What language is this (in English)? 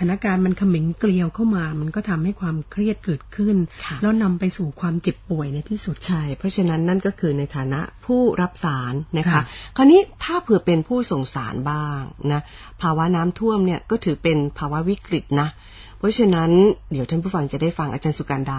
Thai